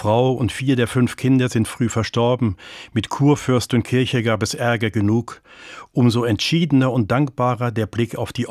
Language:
German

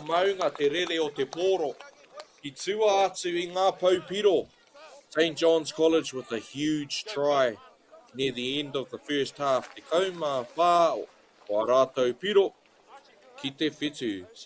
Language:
Māori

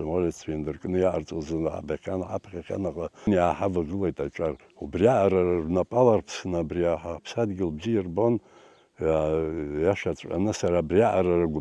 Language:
Abkhazian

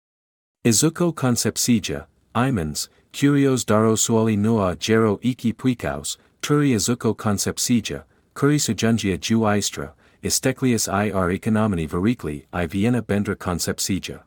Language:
Lithuanian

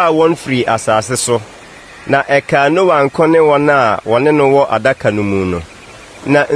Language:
Akan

